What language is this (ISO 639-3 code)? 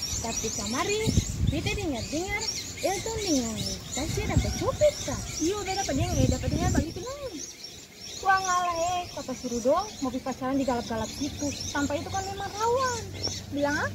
abs